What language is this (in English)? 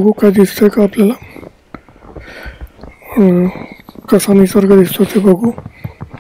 Marathi